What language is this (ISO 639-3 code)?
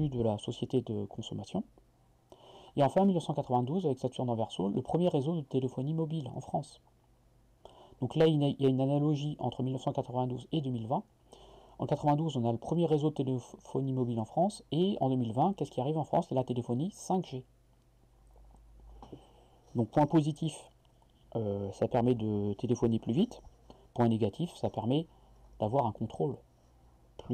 fra